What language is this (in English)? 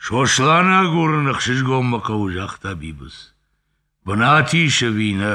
Ossetic